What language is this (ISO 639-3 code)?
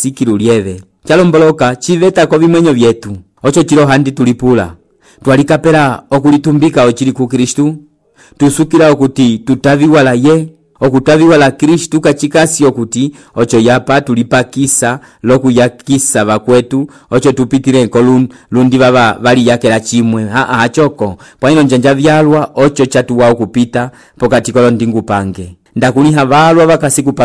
umb